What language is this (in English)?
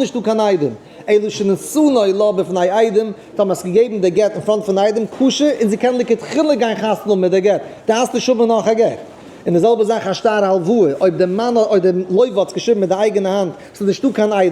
Yiddish